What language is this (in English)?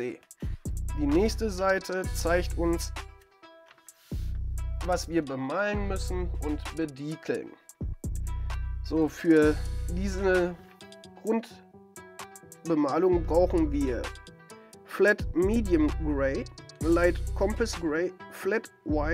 German